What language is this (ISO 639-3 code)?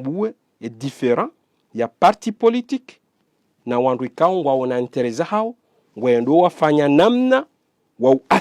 zdj